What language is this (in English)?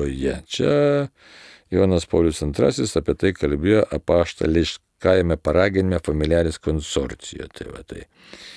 Lithuanian